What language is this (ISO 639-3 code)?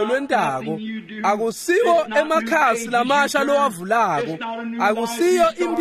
ssw